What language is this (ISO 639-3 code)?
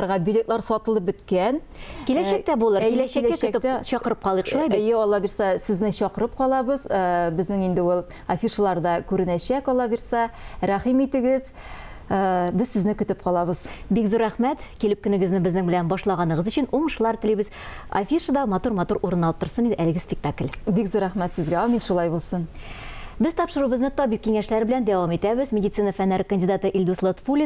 tat